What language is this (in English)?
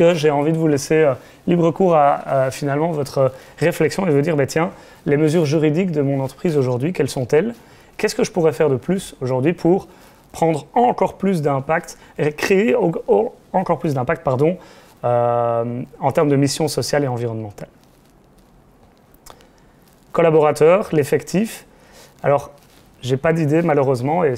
French